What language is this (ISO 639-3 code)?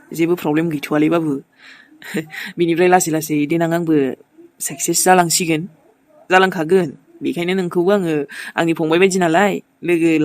brx